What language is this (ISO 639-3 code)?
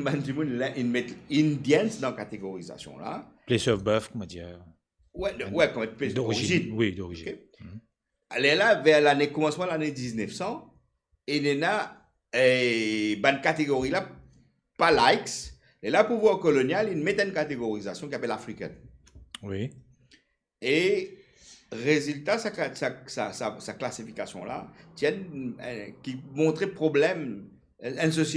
mfe